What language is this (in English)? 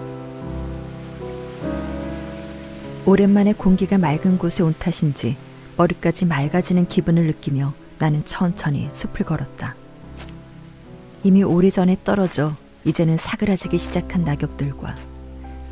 Korean